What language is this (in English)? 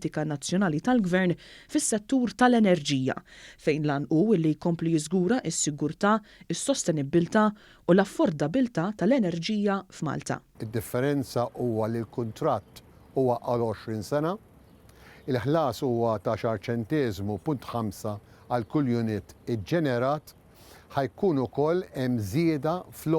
Maltese